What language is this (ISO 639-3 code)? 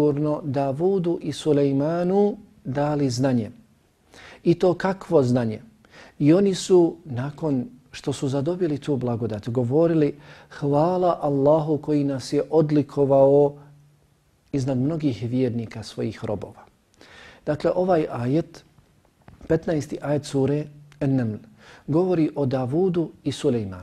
bos